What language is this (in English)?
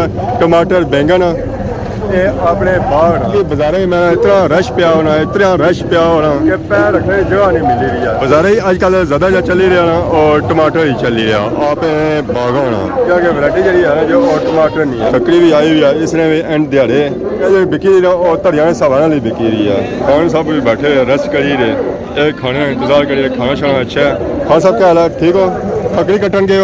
Pahari-Potwari